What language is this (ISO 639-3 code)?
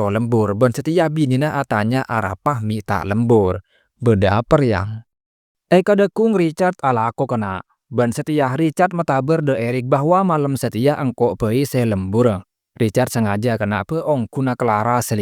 mad